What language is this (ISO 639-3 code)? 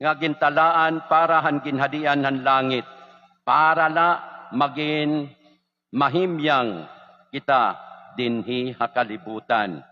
war